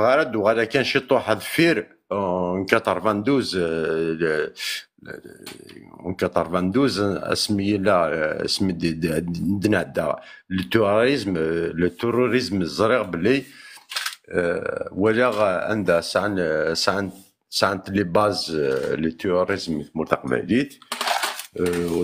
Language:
Kabyle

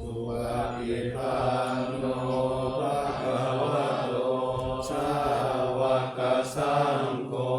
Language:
Pali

